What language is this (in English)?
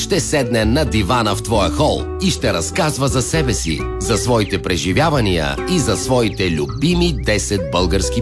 Bulgarian